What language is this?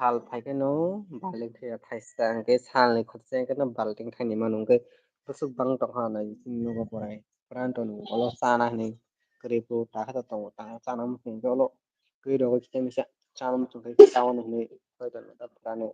Kok Borok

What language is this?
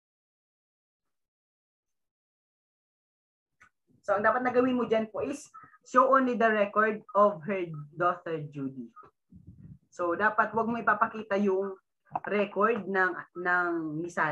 Filipino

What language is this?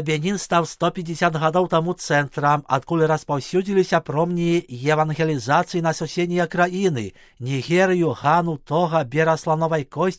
Belarusian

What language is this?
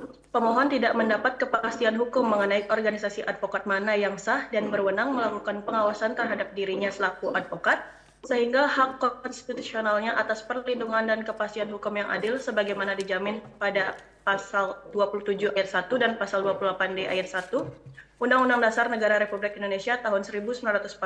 Indonesian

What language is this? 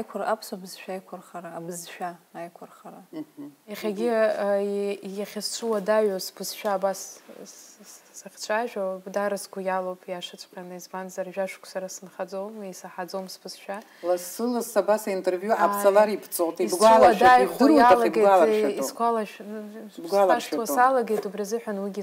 Abkhazian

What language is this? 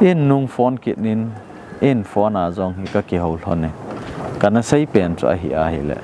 Thado Chin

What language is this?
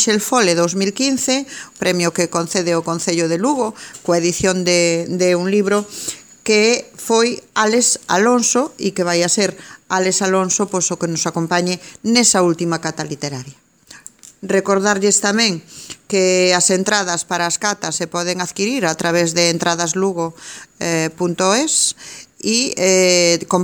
Galician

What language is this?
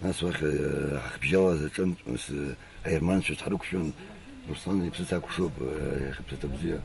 Abkhazian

